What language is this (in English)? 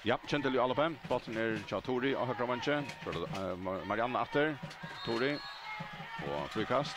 Faroese